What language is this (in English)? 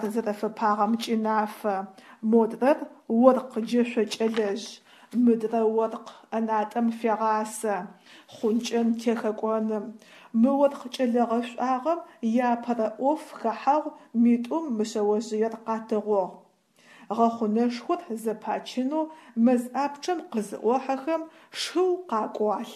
Adyghe